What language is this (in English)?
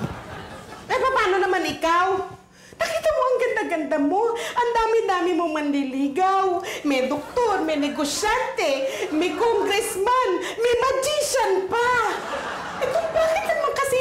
Filipino